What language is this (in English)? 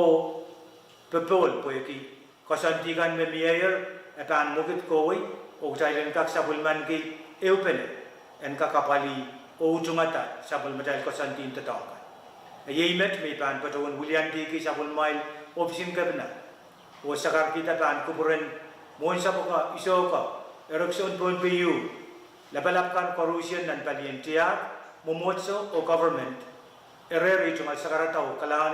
Pohnpeian